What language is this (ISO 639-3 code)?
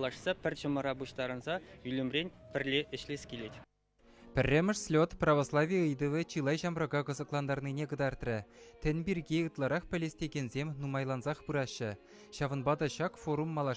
chv